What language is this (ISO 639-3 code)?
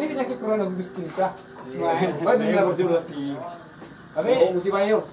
bbc